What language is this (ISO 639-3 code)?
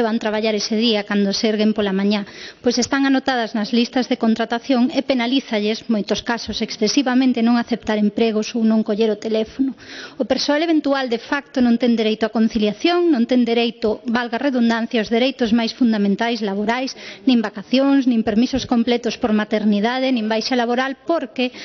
glg